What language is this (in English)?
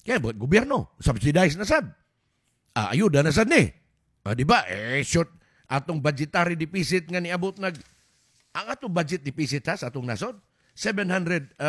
Cebuano